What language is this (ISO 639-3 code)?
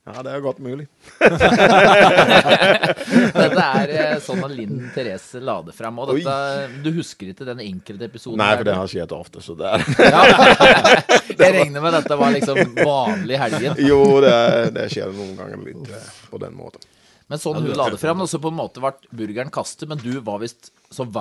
nor